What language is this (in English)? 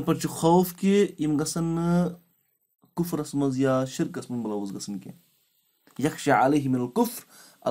Kashmiri